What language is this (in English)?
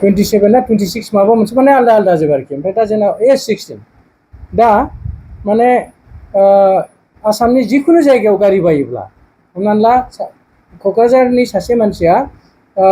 Bodo